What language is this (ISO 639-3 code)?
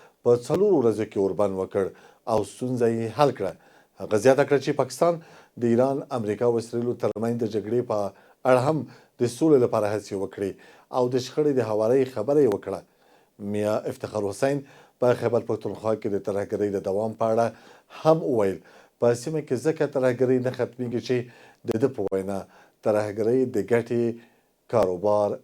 pus